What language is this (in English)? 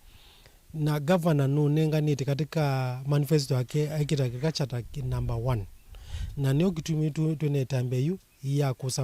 Kamba